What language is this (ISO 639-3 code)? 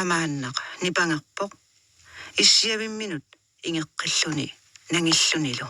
kal